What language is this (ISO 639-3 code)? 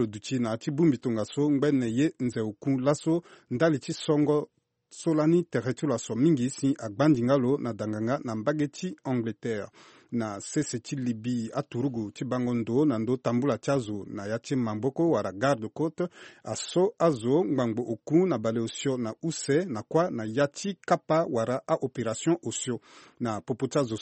sag